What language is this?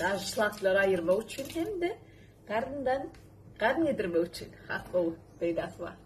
Turkmen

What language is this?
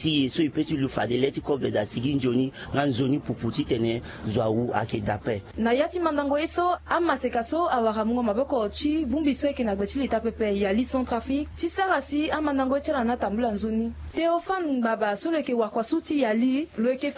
Sango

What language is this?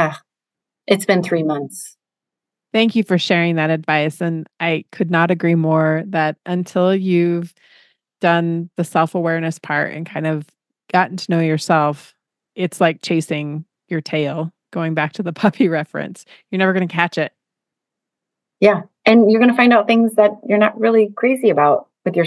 English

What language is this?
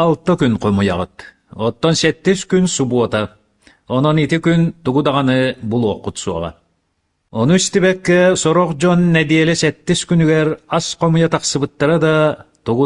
Yakut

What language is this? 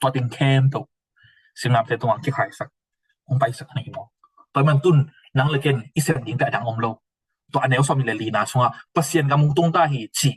Tedim Chin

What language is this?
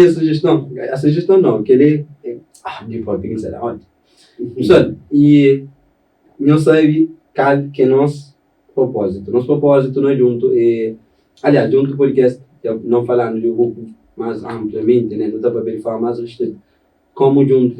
Kabuverdianu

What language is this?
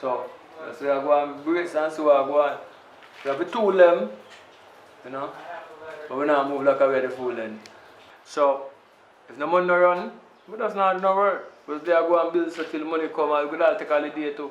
Jamaican Creole English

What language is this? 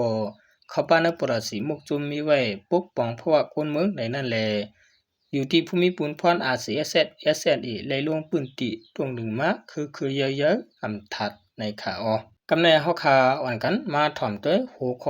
Shan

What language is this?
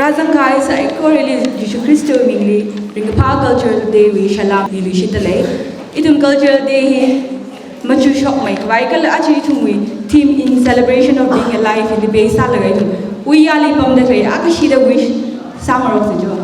Tangkhul Naga (India)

